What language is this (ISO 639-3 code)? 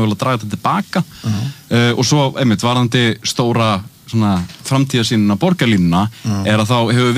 isl